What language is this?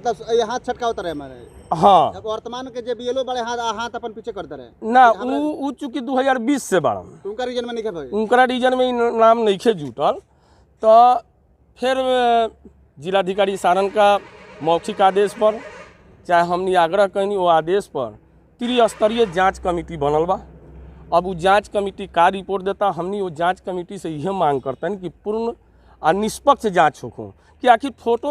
Bhojpuri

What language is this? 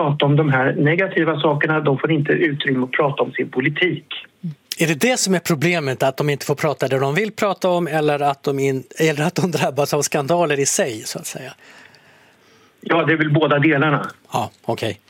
Swedish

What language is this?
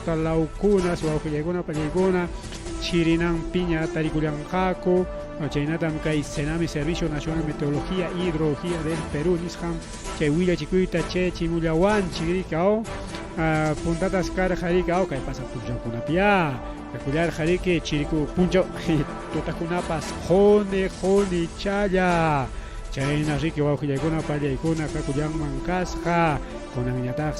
Ayacucho Quechua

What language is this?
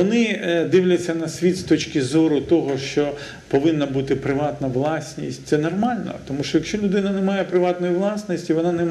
Ukrainian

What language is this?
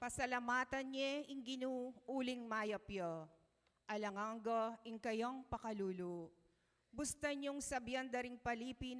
Pampanga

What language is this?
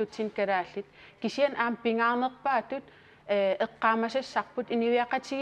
Kalaallisut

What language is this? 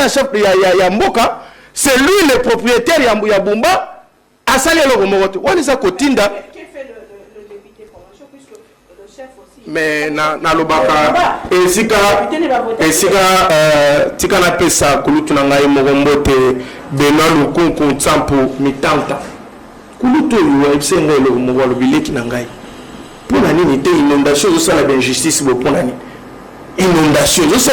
Lingala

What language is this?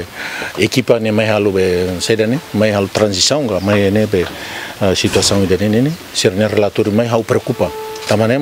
Tetum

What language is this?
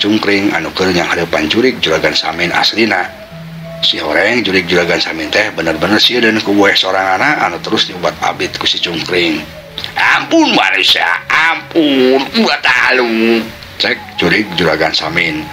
Sundanese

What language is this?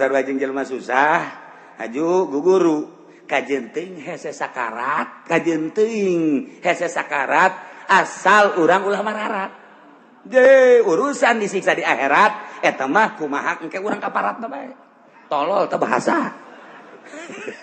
Sundanese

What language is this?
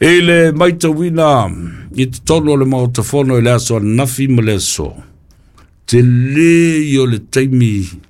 Samoan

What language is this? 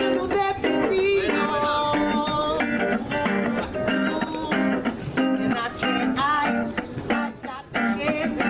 Spanish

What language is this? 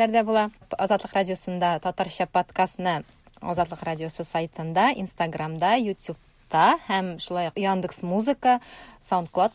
Tatar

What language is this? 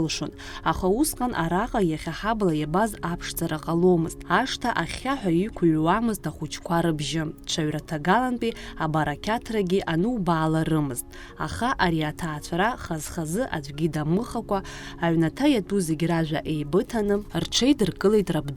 Abkhazian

